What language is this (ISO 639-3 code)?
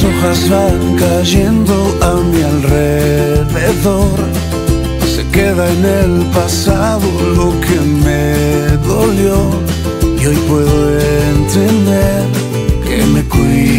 spa